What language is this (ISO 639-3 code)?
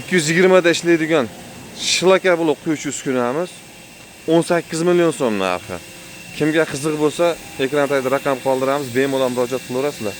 uzb